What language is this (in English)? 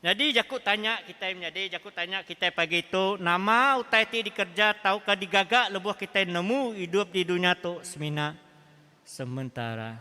Iban